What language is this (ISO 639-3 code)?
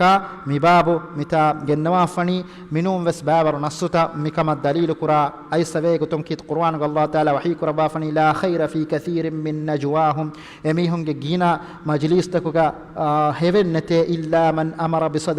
div